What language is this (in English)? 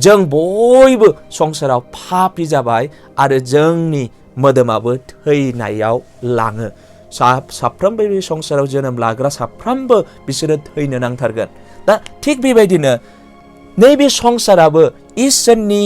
Bodo